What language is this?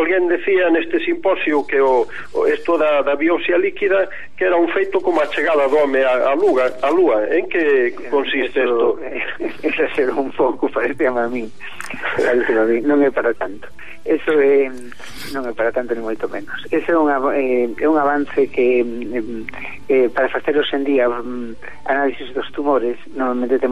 Galician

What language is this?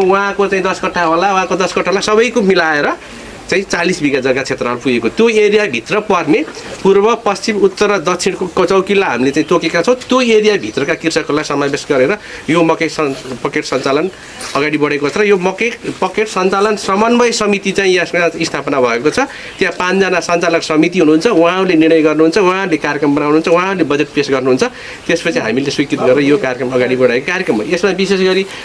Nepali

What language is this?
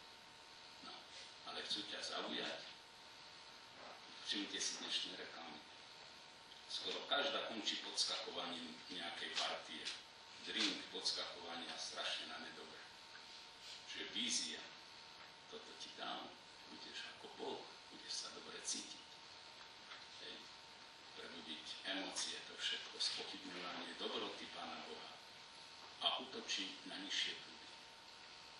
Slovak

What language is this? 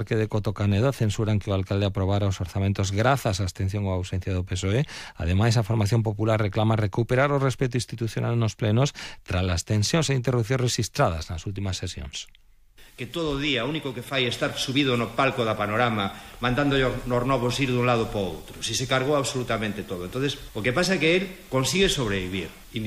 Galician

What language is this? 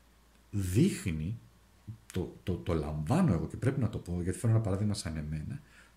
Greek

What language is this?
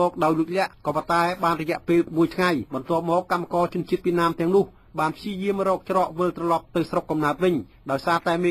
Khmer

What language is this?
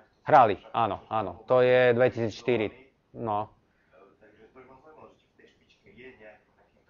Slovak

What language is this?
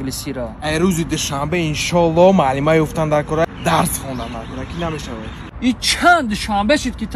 Tajik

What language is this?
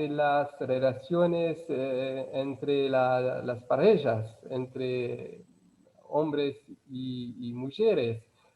Ladino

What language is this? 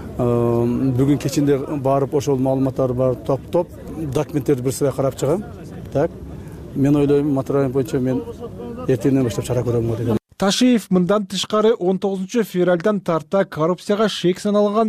Kyrgyz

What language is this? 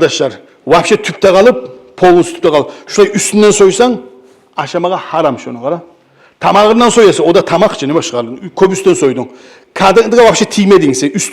Kumyk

